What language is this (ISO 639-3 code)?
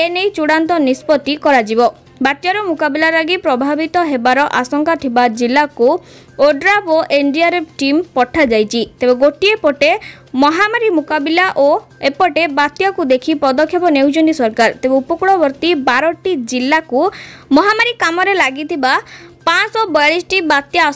ori